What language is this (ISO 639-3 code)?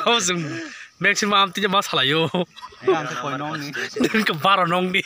trp